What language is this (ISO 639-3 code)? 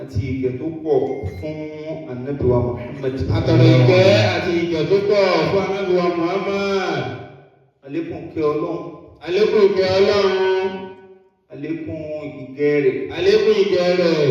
yor